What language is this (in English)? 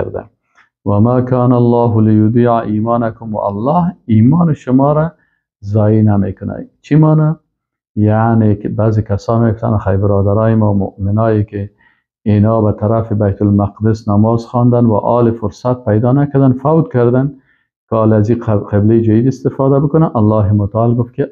Persian